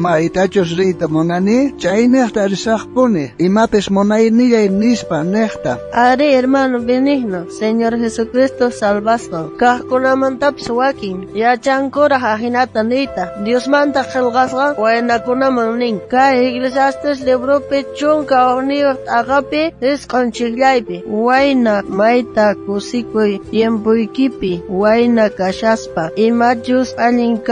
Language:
South Bolivian Quechua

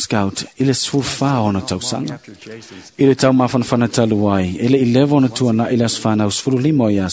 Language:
Samoan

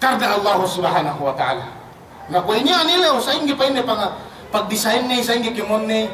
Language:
Yakan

